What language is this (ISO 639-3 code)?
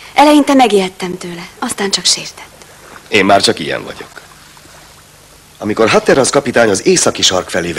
hun